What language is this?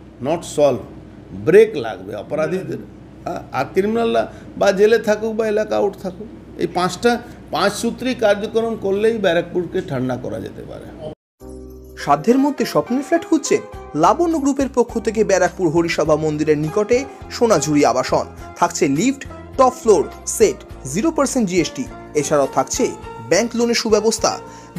Bangla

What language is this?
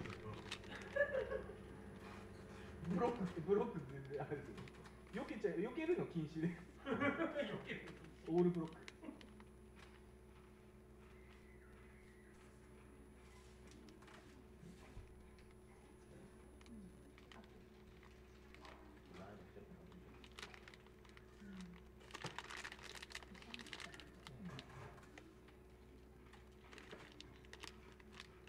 Japanese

